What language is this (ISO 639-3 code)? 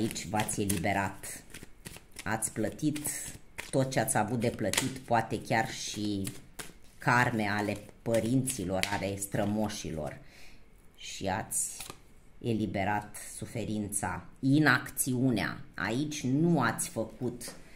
ron